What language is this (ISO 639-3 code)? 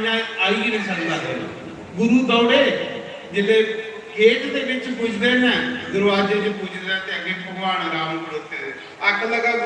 doi